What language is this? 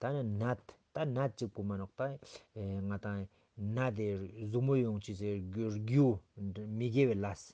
Ladakhi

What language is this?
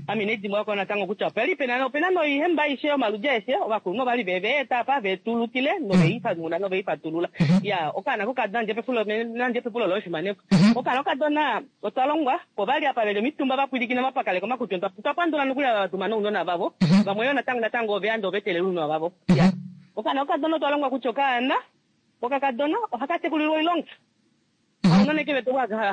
Kuanyama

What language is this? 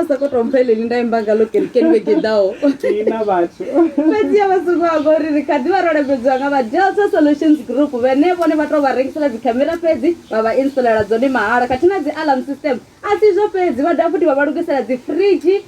Venda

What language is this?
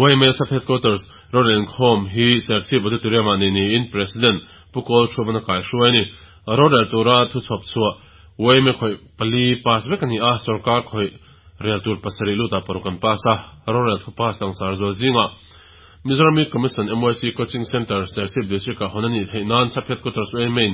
Mizo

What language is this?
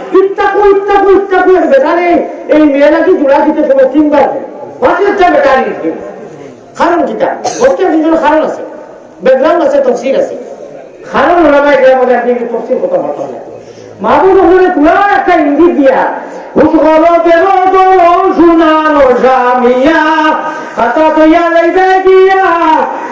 Sylheti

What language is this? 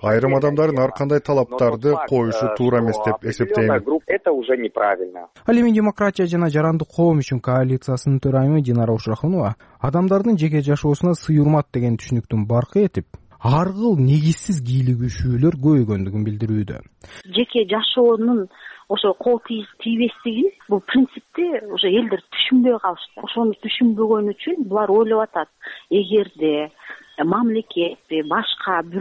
Kyrgyz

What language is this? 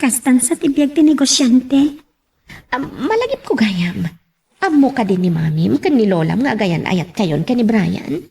Iloko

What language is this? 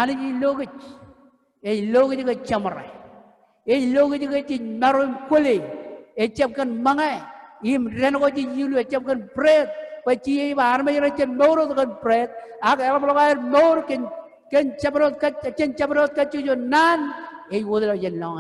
Marshallese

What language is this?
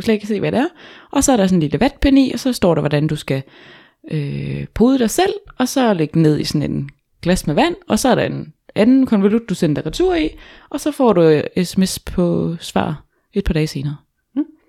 Danish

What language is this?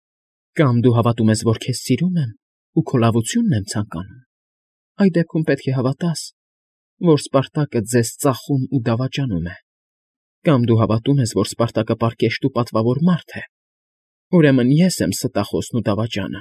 Armenian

